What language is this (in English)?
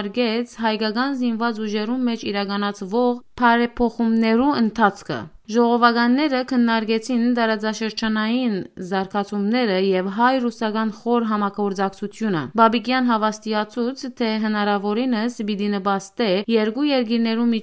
Western Armenian